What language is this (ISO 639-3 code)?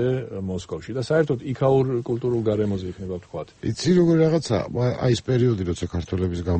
kat